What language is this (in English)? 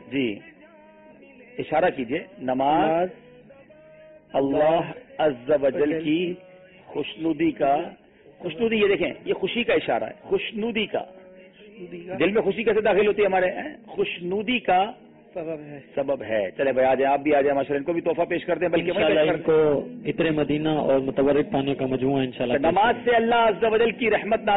Urdu